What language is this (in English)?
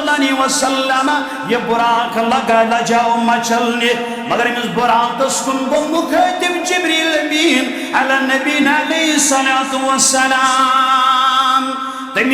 Kashmiri